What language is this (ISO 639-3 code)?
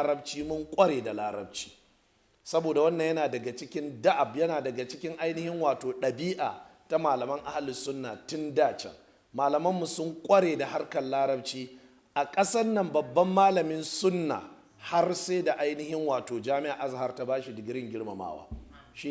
hau